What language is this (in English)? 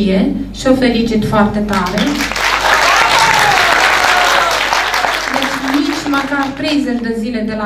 Romanian